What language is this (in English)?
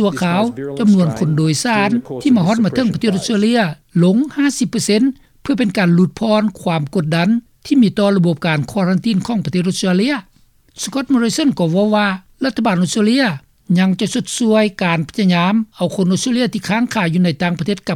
Lao